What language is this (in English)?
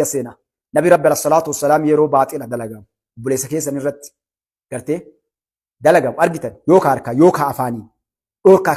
Oromo